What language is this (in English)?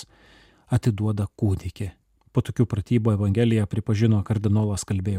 Lithuanian